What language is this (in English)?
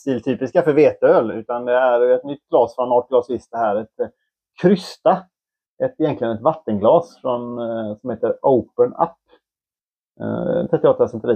Swedish